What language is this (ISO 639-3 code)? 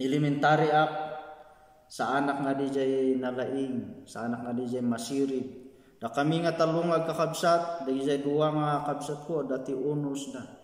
ilo